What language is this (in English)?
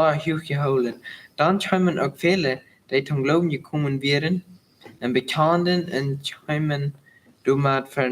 Plautdietsch